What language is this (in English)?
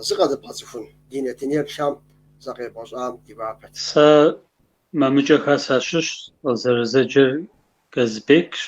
Kabardian